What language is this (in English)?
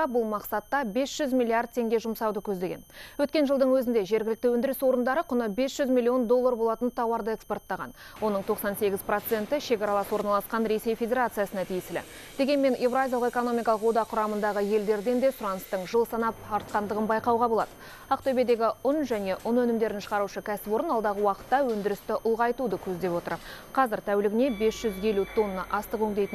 Kazakh